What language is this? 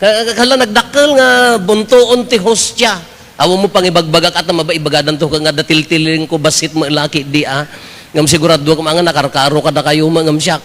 Iloko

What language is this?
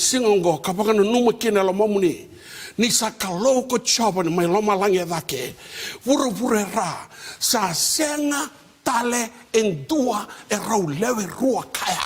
Fijian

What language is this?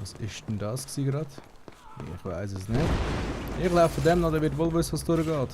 Swiss German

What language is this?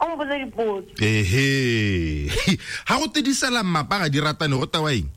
Tswana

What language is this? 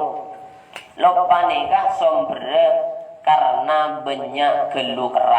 Madurese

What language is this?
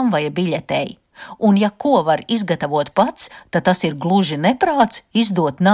Latvian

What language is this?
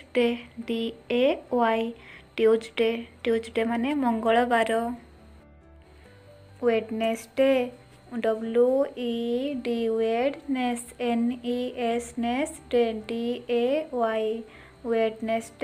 Odia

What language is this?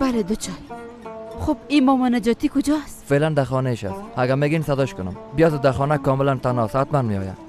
Persian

